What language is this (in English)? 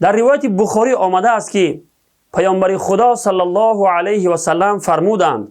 Tajik